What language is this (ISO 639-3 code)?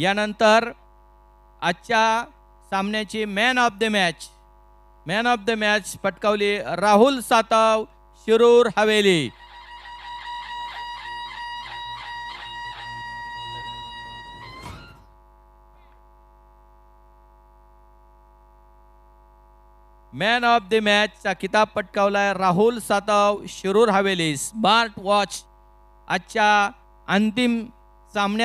mar